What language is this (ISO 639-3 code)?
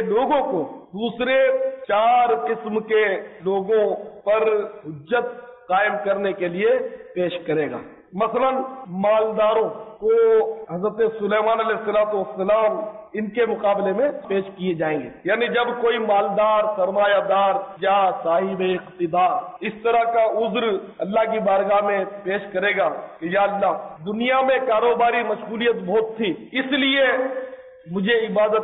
urd